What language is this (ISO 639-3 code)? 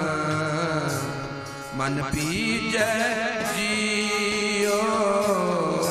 pan